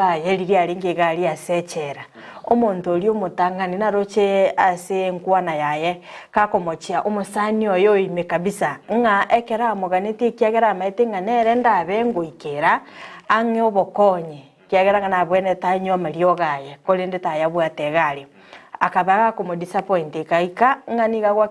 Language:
Gusii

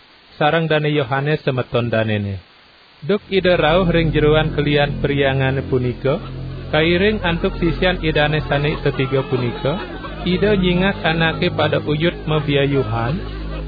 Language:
Balinese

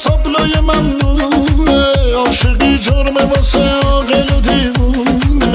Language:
Persian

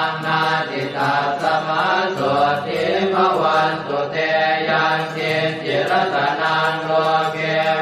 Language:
Pali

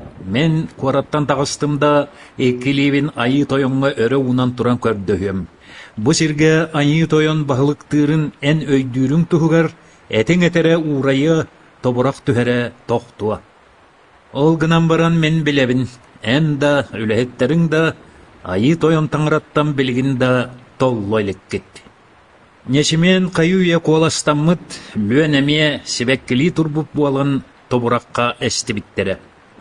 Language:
Yakut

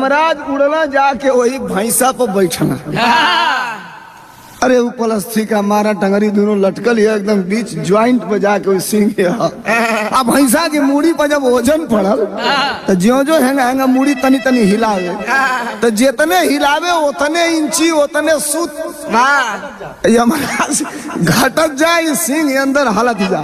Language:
Bhojpuri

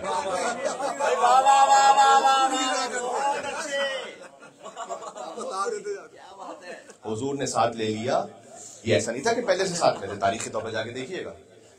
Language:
Urdu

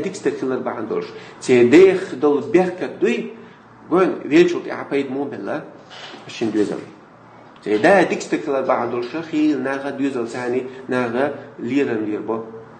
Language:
Chechen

